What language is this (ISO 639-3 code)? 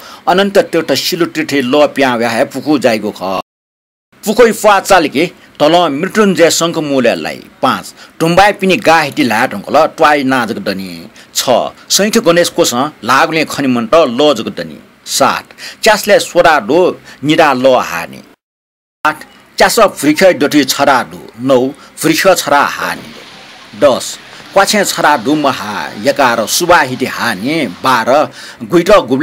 new